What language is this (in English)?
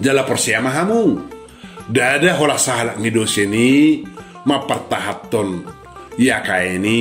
Batak Toba